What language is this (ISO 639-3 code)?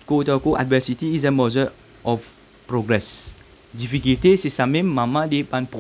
mfe